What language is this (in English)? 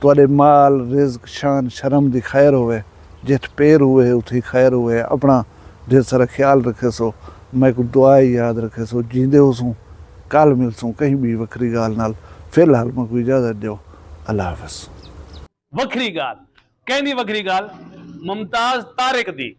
Saraiki